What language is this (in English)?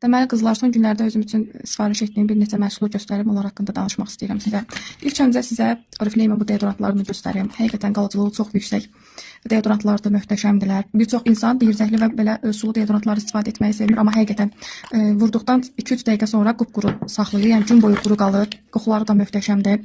Azerbaijani